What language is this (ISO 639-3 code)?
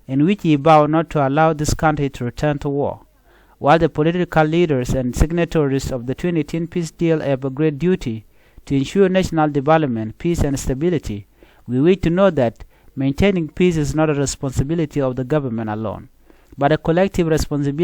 nus